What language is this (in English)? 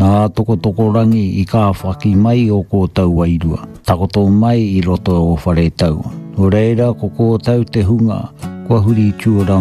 Māori